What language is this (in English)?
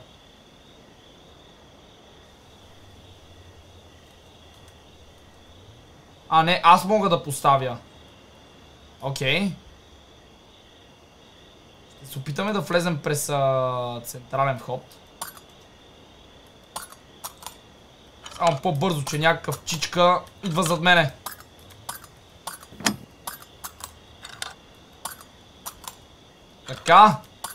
Bulgarian